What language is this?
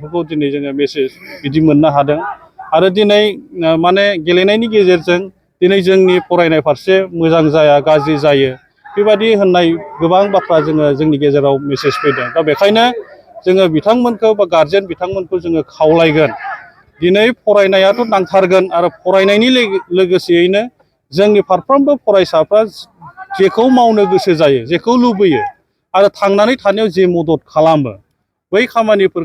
Bodo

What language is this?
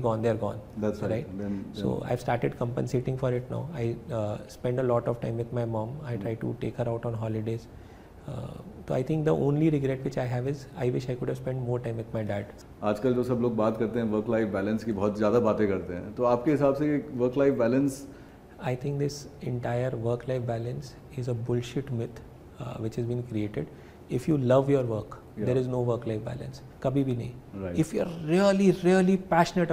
Hindi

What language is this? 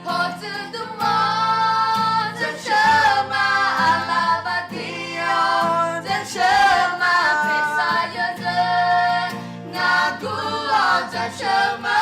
Akha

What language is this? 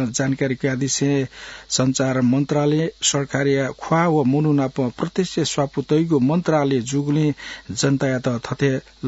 Newari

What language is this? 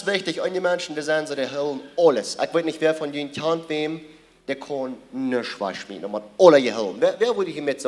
Plautdietsch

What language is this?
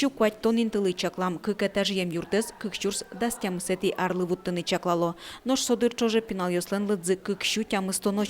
Udmurt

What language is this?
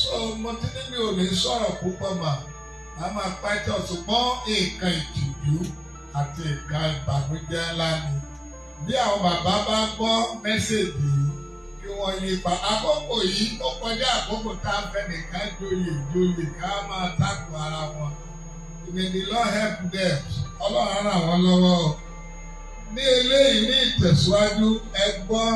Yoruba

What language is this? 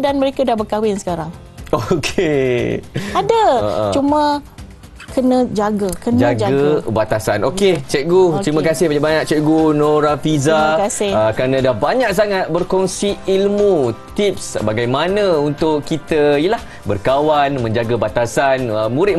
Malay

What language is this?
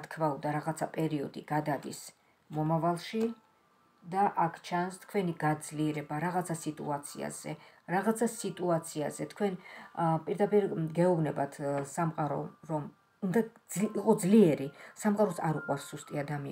Georgian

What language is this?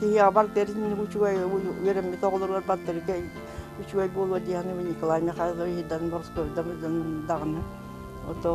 Yakut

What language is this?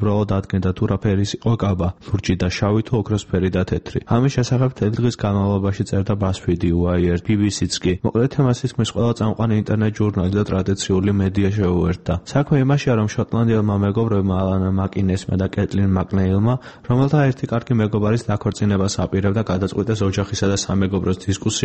Georgian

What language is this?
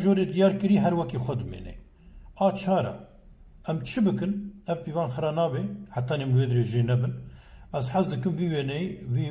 Kurdish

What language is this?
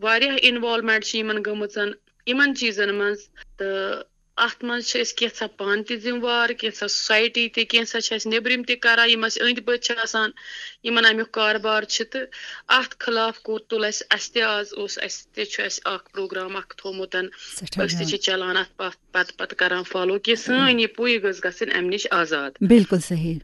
Kashmiri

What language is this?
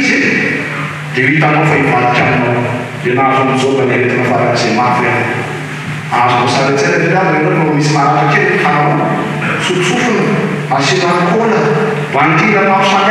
Malagasy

